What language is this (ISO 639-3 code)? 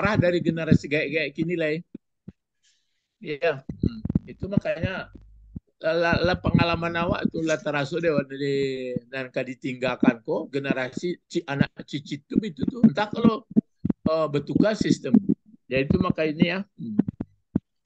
ind